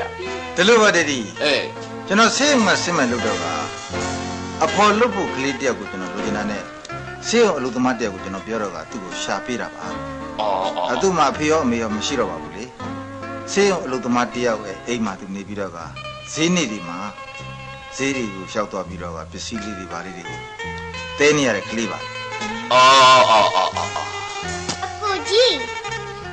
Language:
Burmese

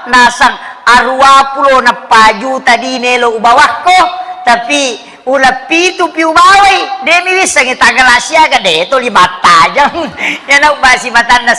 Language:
Buginese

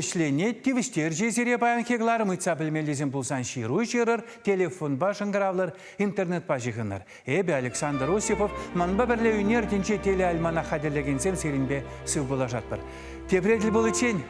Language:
Chuvash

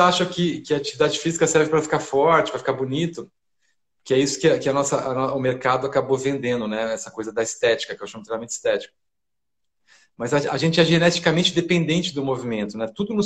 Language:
Portuguese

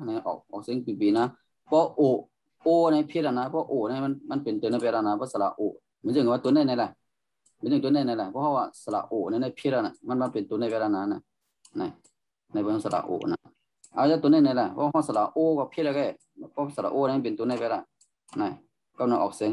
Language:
Shan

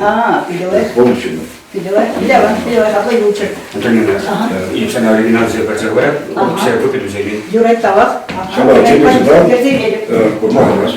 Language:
Chuvash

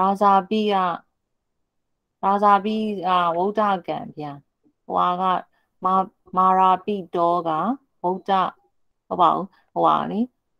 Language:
Burmese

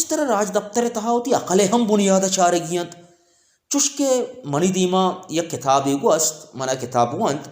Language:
Baluchi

